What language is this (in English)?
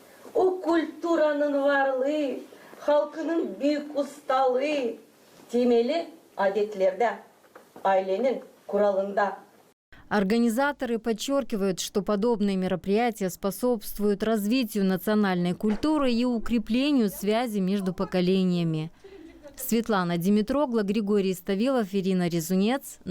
Gagauz